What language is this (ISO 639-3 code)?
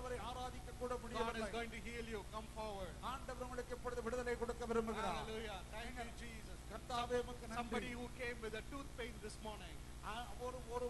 tam